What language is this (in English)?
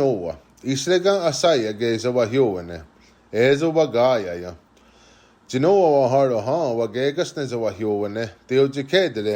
Mohawk